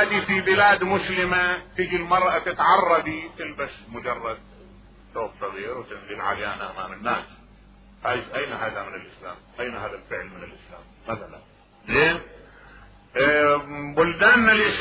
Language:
Mesopotamian Arabic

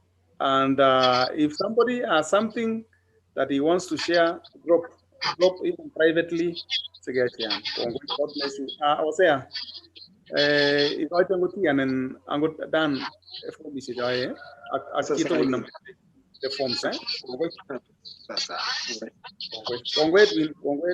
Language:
Kalenjin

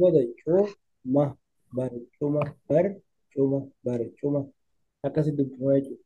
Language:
Oromo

